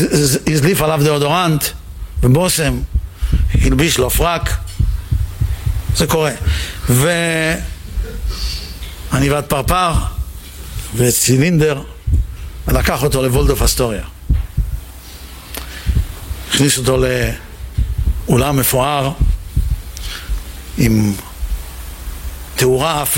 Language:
Hebrew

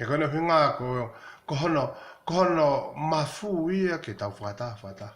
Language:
Tongan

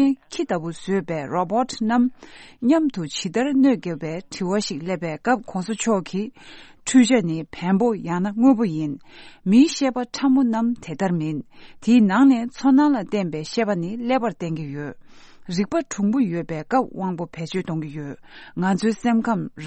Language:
Tibetan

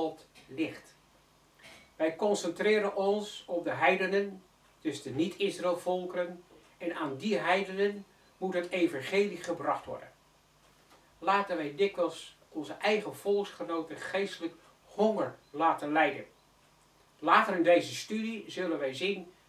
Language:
Dutch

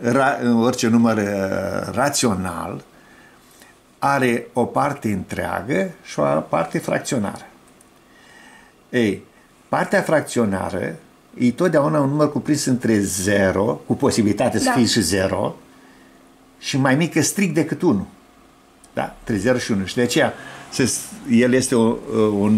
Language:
Romanian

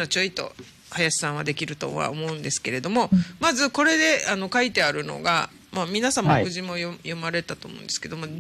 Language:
Japanese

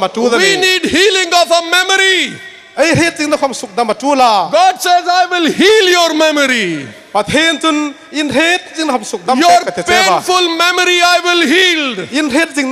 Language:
Hmar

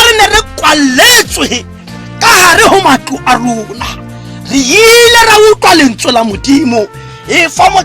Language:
Tswana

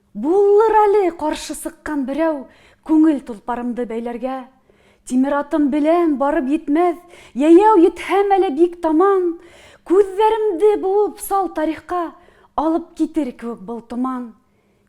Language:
Bashkir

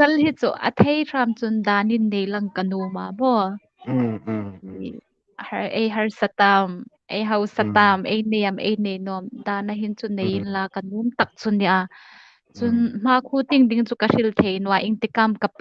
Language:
Hmar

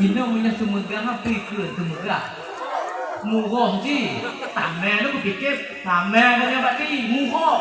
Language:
Achinese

